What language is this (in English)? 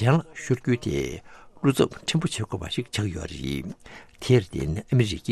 Tibetan